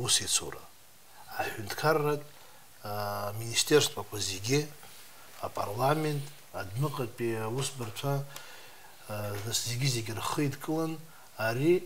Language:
Abkhazian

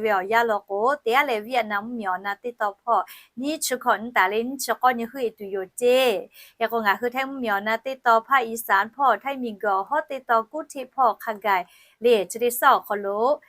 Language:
Lahu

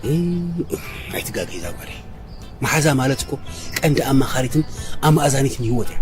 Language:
Tigrinya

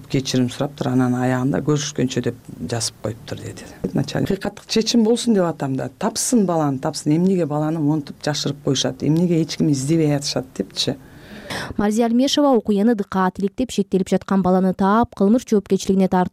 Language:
Kyrgyz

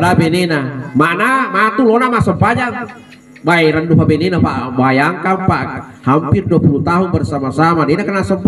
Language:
Buginese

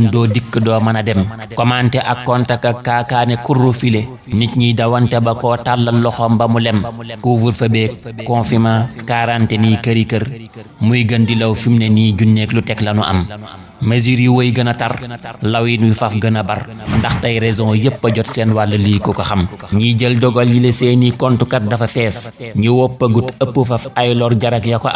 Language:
Wolof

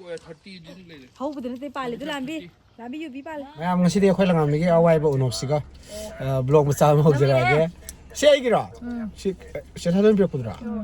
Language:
Manipuri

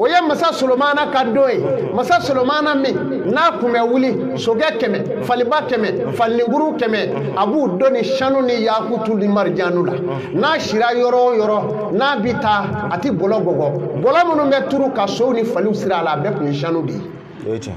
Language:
Bambara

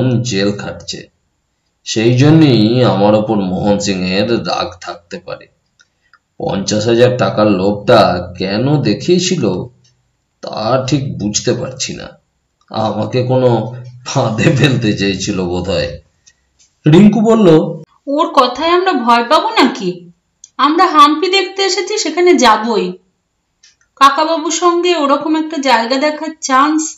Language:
Bangla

